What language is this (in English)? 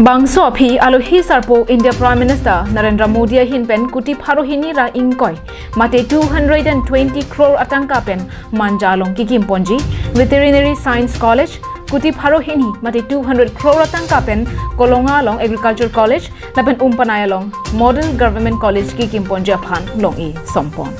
Karbi